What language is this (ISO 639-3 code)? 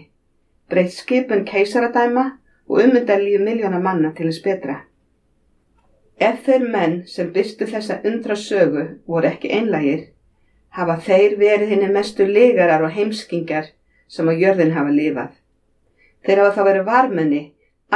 isl